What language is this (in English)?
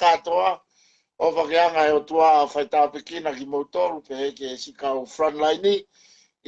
Tongan